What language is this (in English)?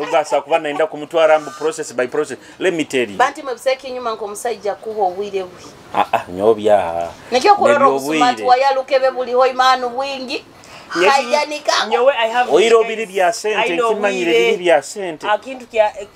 Nyoro